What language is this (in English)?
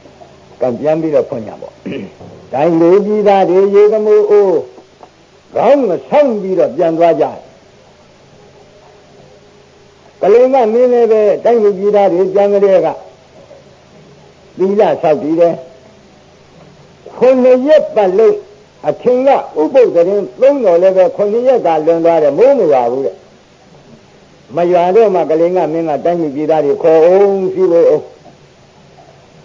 Burmese